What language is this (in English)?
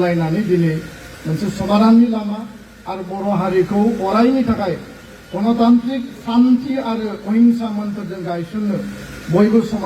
Bodo